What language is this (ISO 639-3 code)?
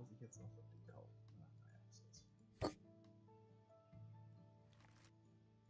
deu